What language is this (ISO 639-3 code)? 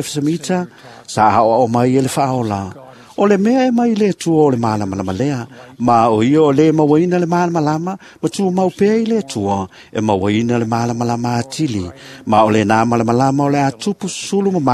smo